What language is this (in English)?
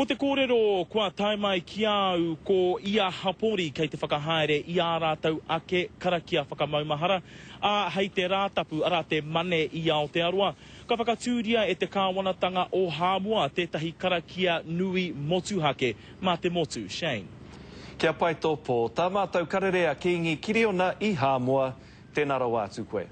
Māori